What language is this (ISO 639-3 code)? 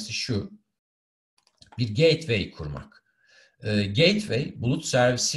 tur